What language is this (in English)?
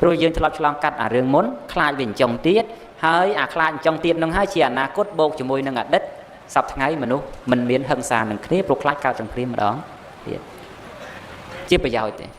Khmer